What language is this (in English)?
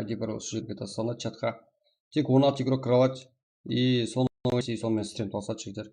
Kara-Kalpak